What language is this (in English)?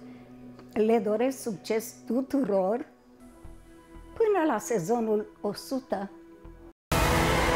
Romanian